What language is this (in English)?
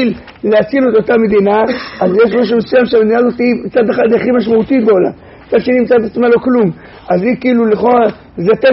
Hebrew